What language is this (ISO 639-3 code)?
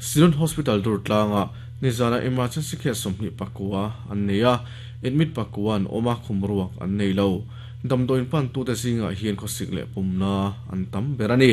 lus